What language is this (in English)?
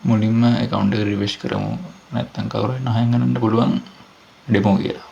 Sinhala